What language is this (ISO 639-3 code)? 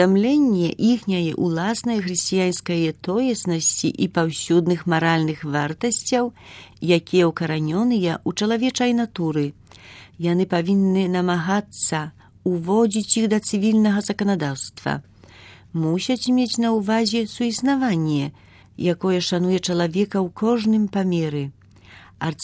bel